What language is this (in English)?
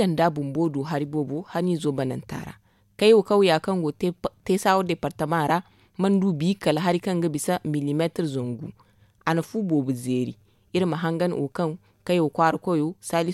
Zarma